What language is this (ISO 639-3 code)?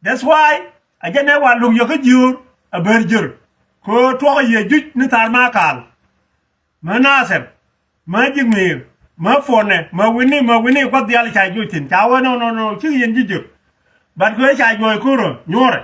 nus